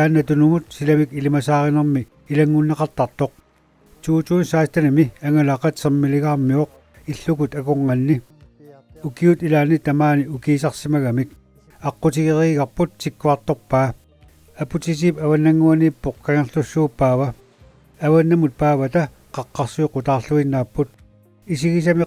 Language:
Kalaallisut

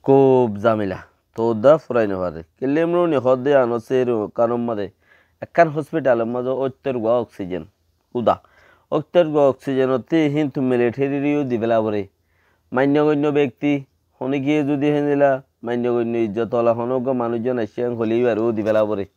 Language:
Rohingya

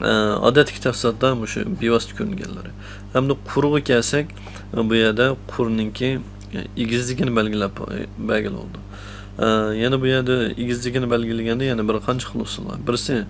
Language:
Uyghur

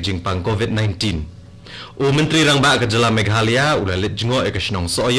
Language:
Khasi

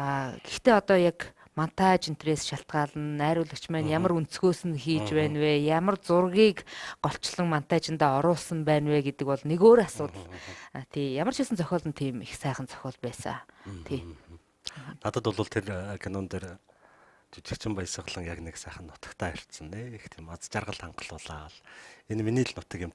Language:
Mongolian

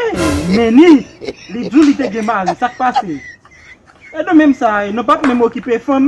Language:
Haitian Creole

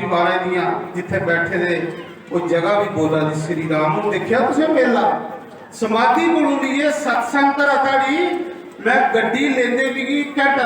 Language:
Dogri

